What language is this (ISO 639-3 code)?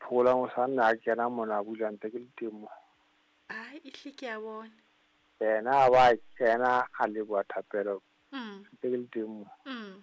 sot